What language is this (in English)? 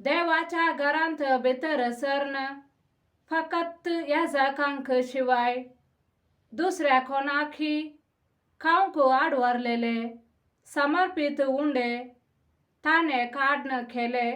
Konkani